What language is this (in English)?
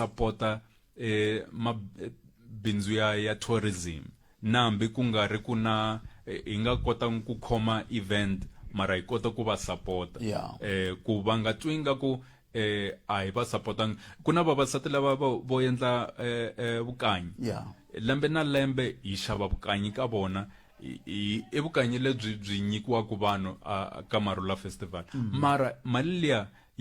Tsonga